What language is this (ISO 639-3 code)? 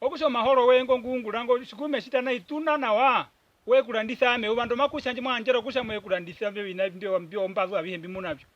her